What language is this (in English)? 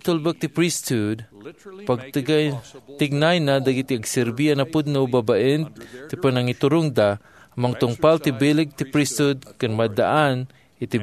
Iloko